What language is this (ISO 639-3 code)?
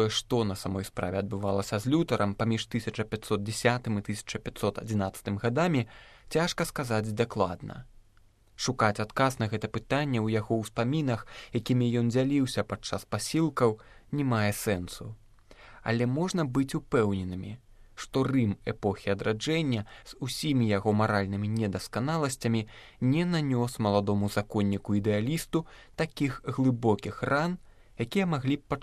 bel